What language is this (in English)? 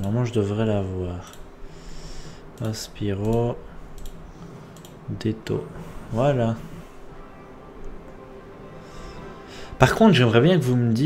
French